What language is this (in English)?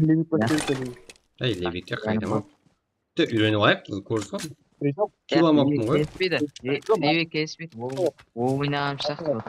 Kara-Kalpak